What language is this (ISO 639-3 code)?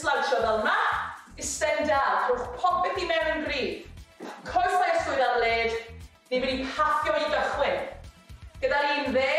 cym